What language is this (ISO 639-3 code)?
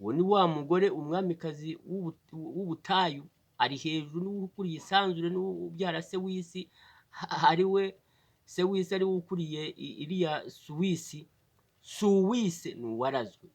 kin